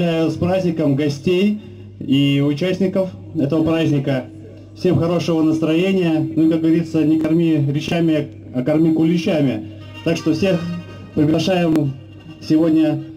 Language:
Russian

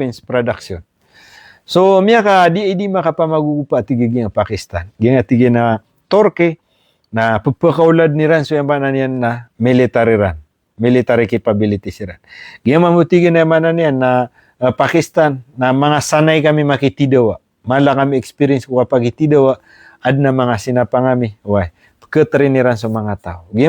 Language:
Maranao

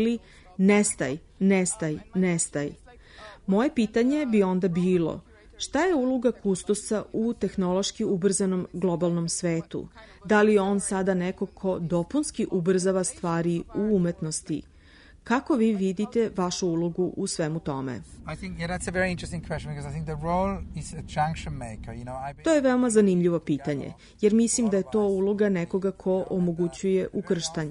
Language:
Serbian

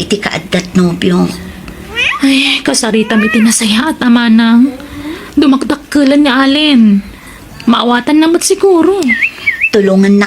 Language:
Iloko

